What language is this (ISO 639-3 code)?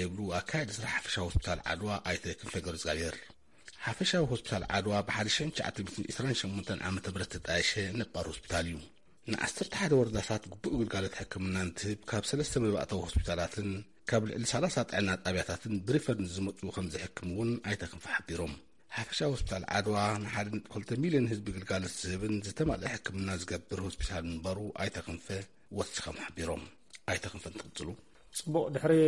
tir